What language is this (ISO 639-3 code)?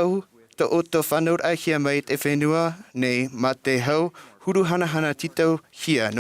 tah